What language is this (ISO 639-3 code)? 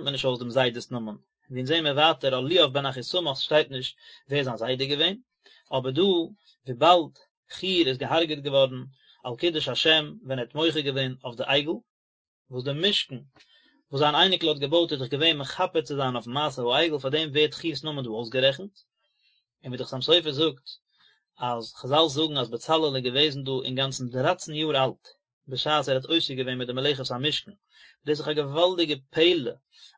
yid